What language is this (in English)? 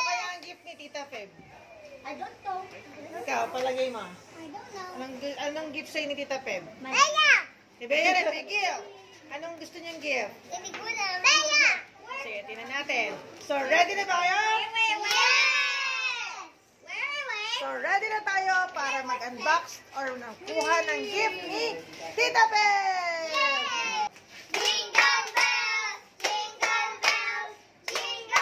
Filipino